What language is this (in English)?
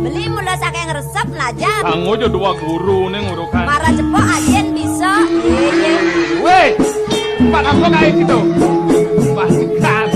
Balinese